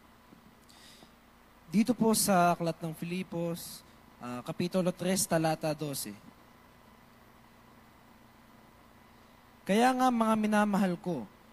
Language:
Filipino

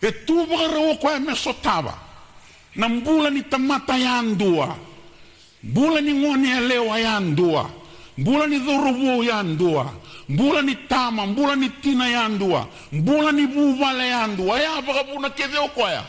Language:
Fijian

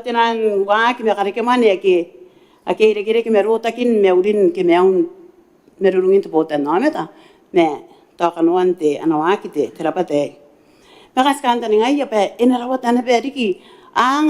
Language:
Gilbertese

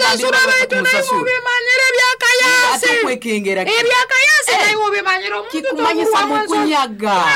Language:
Nyoro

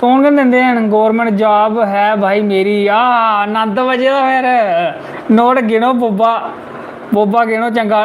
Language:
Dogri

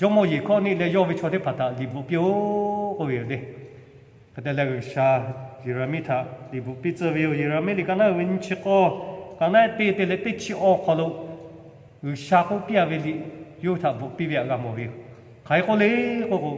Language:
Lahu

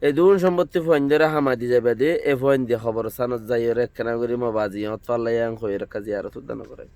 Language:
Rohingya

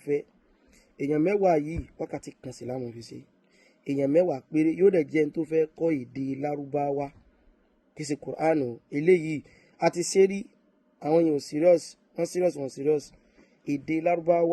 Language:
Yoruba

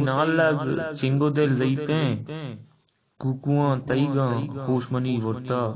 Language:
Eastern Balochi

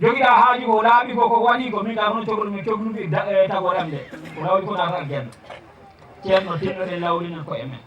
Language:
Fula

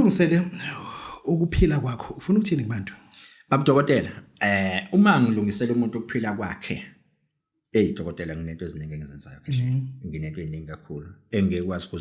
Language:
Zulu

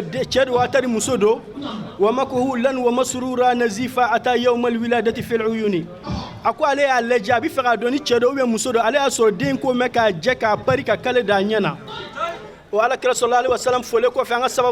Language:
Bambara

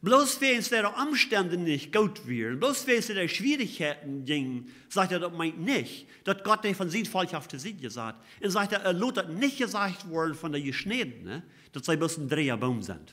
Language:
Plautdietsch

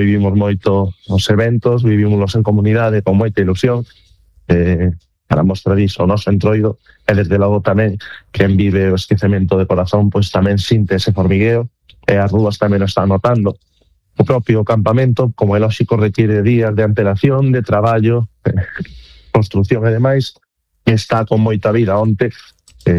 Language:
Galician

